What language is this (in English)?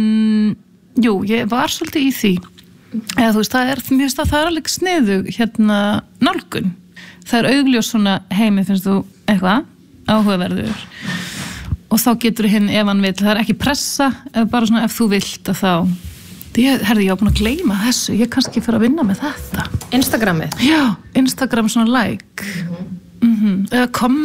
Icelandic